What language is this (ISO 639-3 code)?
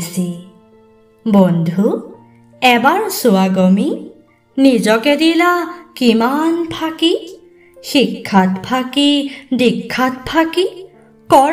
asm